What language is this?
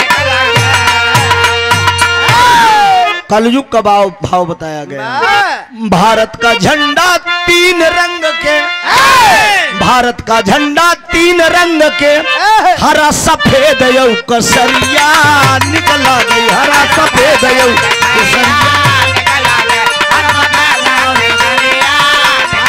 Bhojpuri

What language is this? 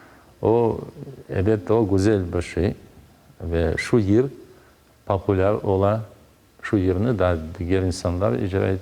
Crimean Tatar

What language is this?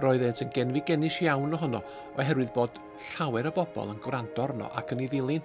Welsh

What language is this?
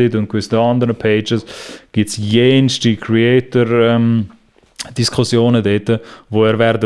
Swiss German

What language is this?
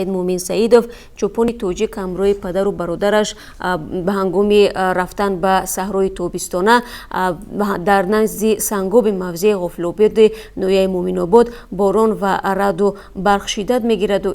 Tajik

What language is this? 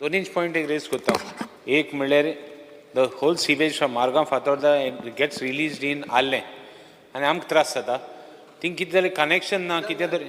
Konkani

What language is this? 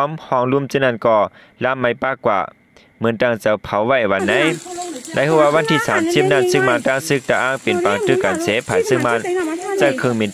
Shan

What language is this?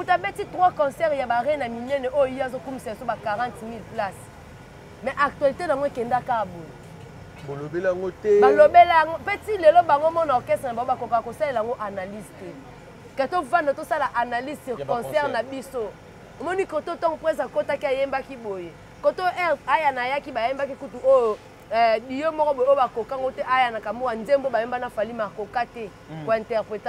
Lingala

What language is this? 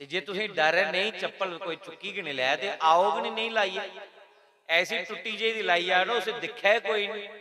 Dogri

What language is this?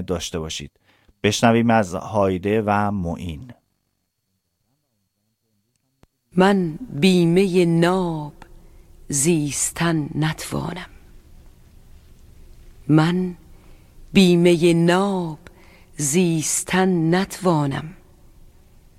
Persian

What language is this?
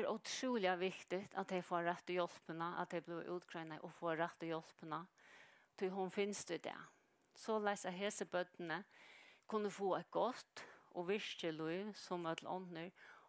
Faroese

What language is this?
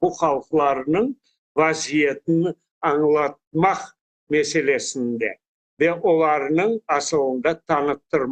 Crimean Tatar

